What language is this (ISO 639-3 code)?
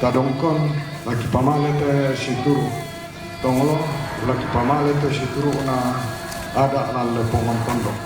sda